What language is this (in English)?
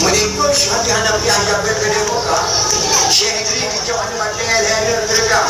Achinese